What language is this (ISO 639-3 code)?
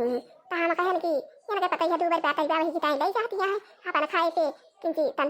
awa